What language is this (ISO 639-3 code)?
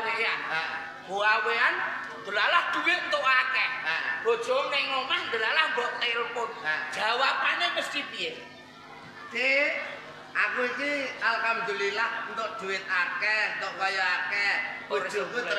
jav